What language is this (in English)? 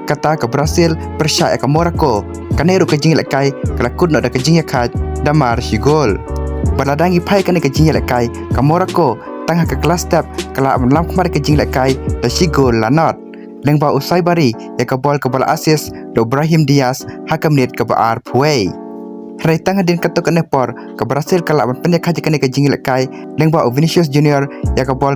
Khasi